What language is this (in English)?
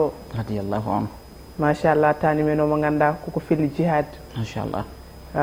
Fula